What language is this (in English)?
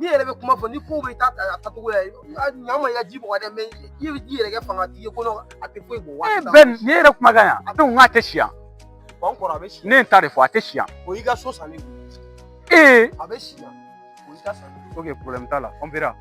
Bambara